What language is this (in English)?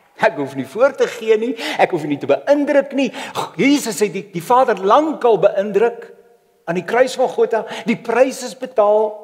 Afrikaans